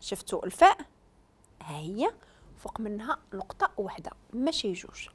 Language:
Moroccan Arabic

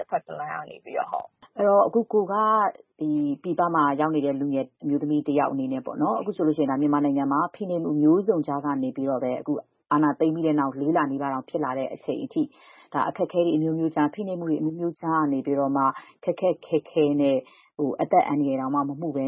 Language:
Burmese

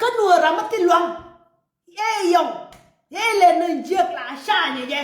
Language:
Nuer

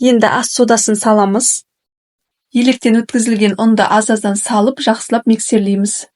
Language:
Kazakh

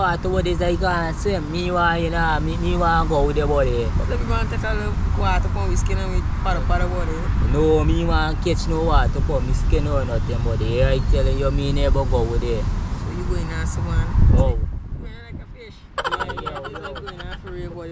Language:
Jamaican Creole English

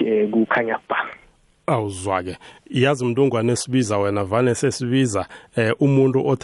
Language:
South Ndebele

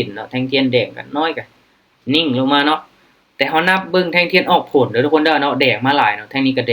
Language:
Lao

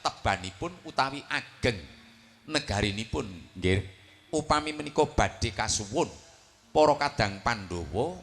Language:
Javanese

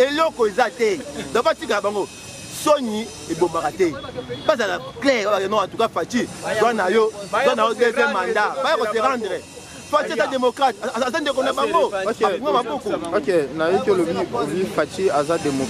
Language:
Lingala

